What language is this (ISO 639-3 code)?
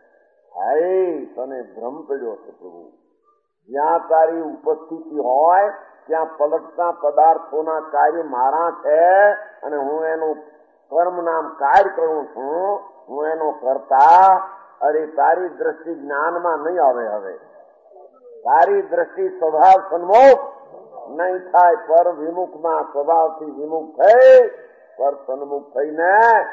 guj